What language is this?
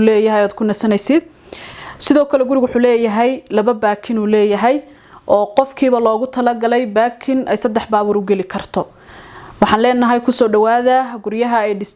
Somali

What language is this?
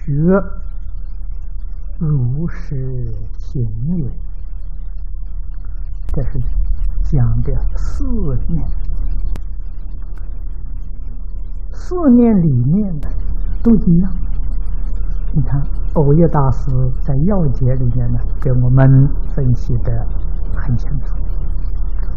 Chinese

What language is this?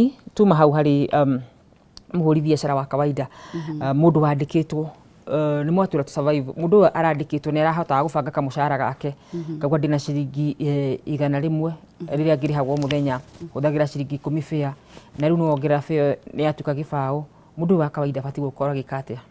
Kikuyu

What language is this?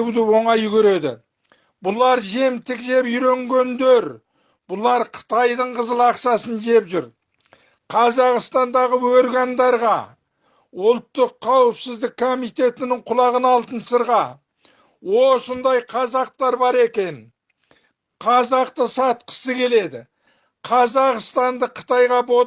Kazakh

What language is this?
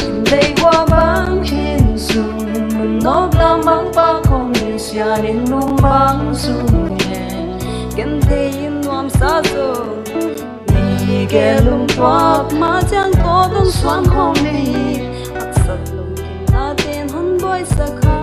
Paite Chin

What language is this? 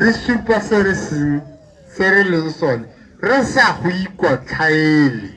Tswana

